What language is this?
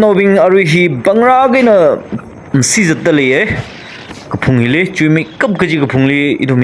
Tangkhul Naga (India)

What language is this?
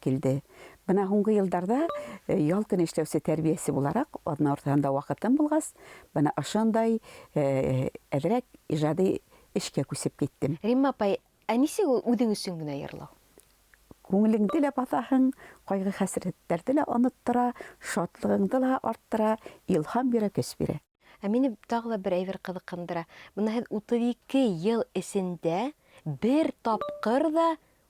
Bashkir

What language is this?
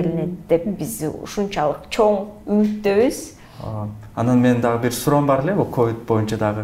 Kyrgyz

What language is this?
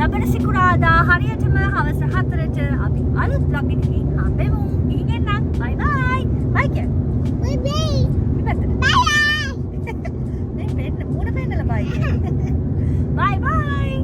Sinhala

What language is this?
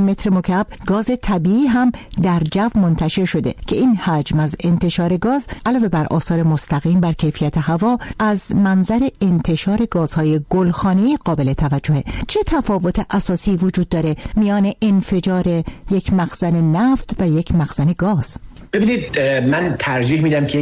Persian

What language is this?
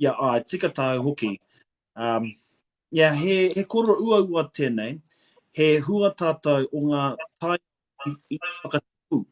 Māori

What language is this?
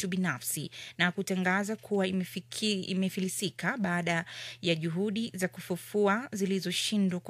Swahili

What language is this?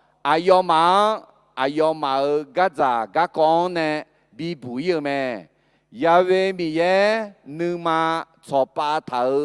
Akha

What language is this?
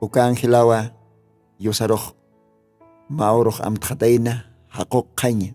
Aymara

